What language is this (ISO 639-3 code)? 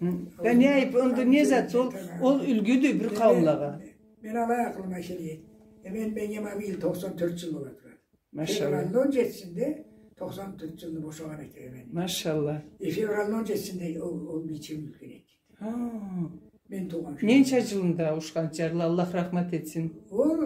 krc